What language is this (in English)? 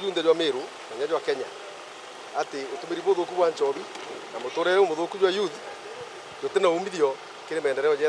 Meru